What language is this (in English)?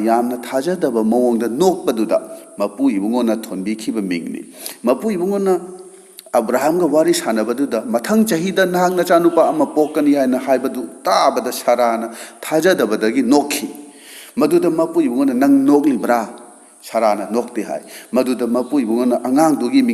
Manipuri